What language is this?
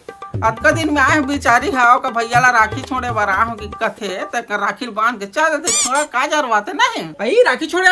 Chhattisgarhi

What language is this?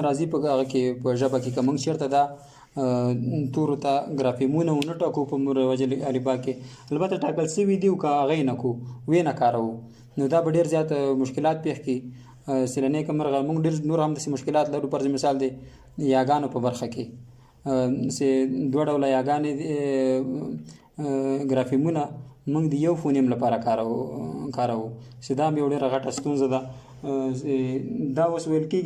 Pashto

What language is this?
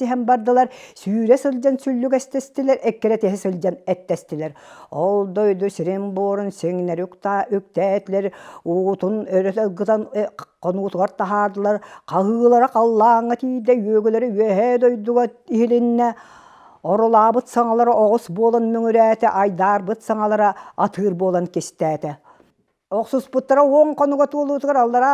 Yakut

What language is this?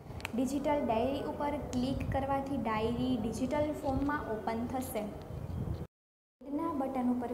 Gujarati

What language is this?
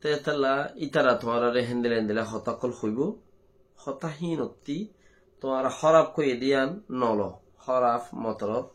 Rohingya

